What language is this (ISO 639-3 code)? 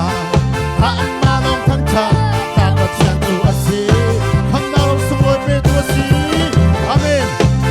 cnh